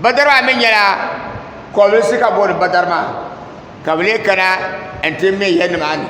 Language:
Dagbani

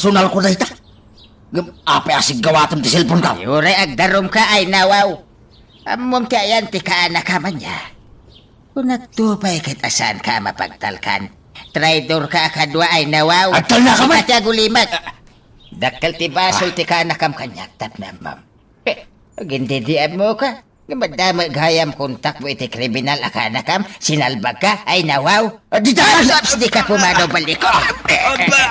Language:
Iloko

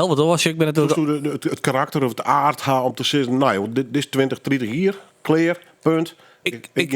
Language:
Western Frisian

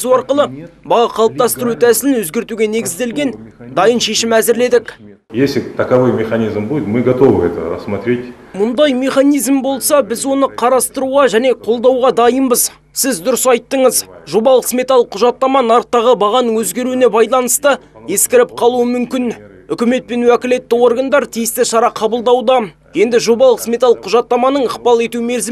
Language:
Kazakh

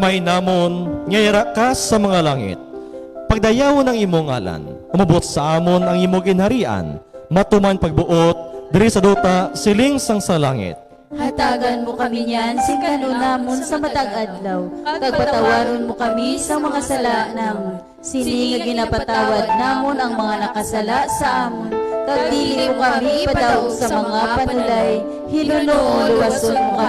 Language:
Hiligaynon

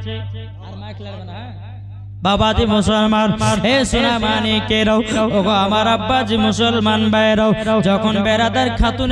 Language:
Bangla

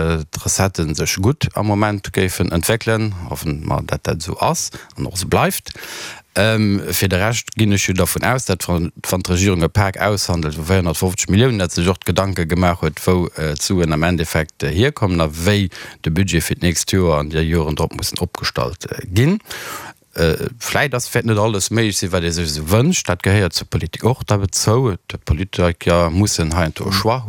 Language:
Luxembourgish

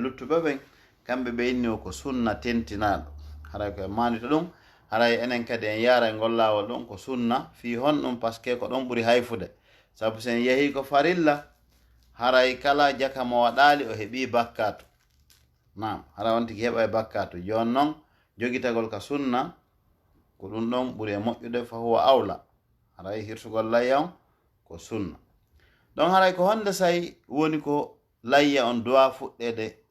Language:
Fula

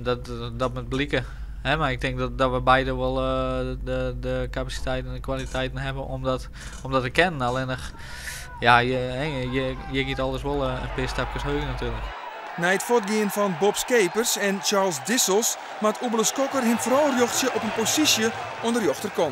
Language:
Western Frisian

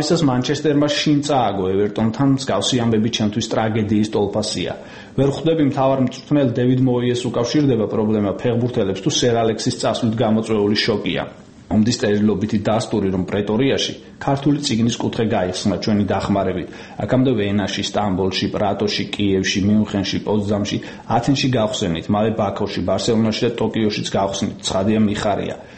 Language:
Georgian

